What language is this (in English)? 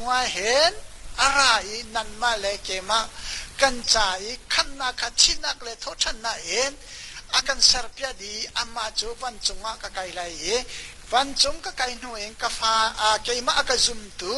Hakha Chin